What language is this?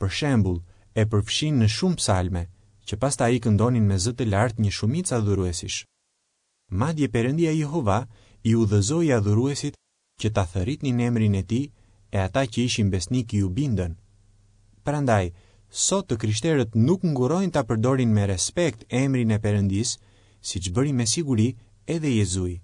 Albanian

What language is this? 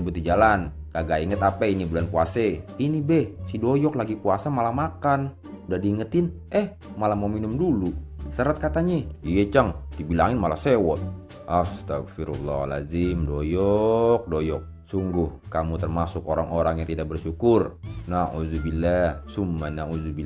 Betawi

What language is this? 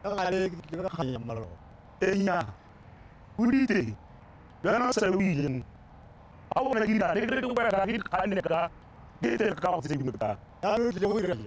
Tswana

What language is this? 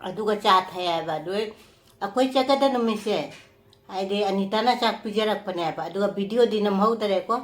Manipuri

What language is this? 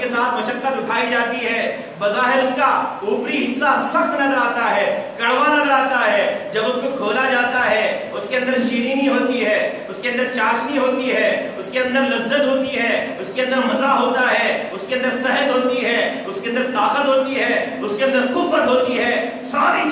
Urdu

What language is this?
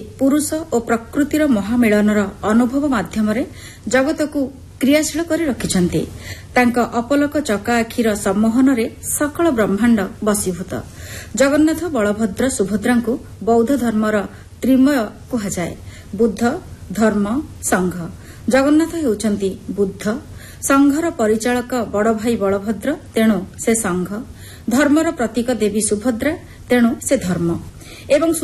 Odia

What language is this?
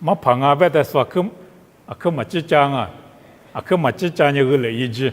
Lisu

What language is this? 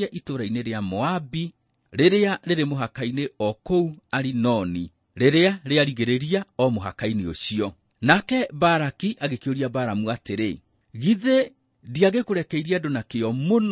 Kikuyu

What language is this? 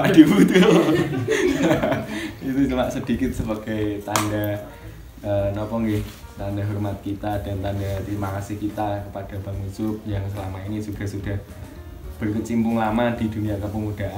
Indonesian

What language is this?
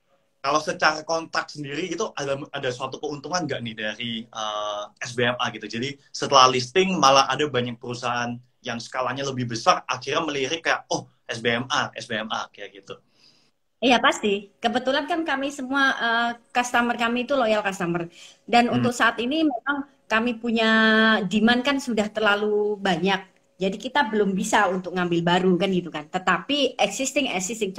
Indonesian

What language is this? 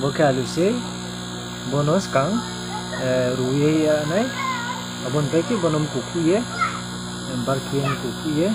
Riang (India)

